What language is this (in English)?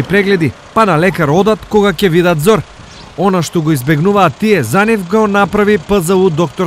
Macedonian